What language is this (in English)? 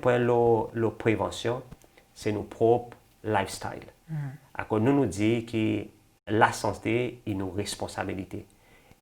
Seselwa Creole French